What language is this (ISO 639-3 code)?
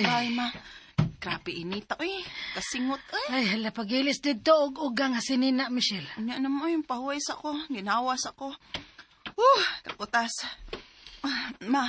ceb